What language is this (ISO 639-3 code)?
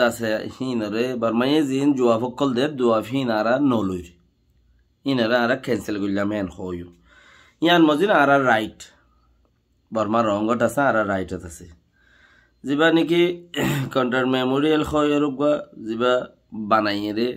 rhg